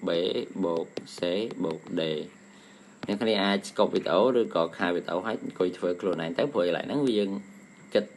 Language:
Khmer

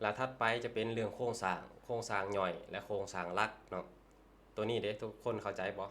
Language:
Lao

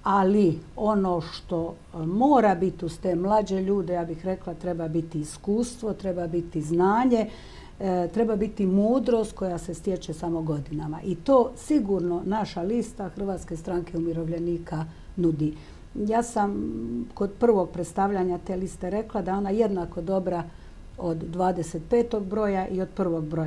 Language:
Croatian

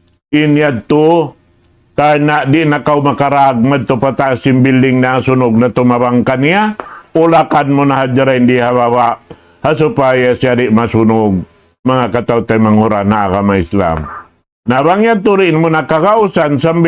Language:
Tausug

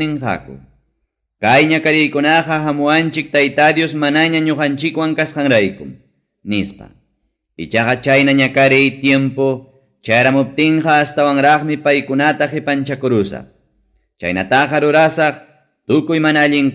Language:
Ayacucho Quechua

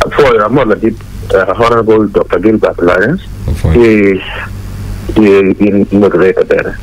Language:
Acoli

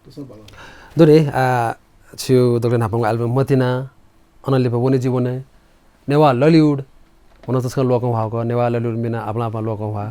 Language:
Newari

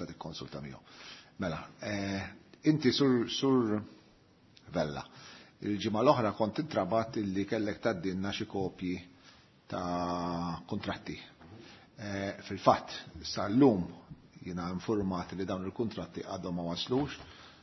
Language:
Maltese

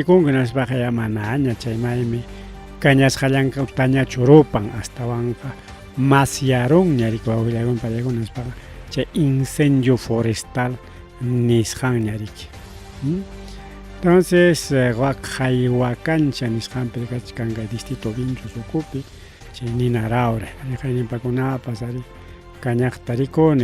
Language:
Ayacucho Quechua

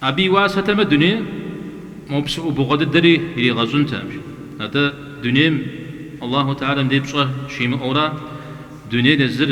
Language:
Kabardian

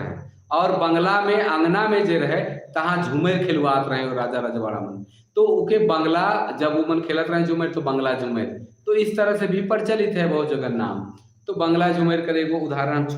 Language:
Sadri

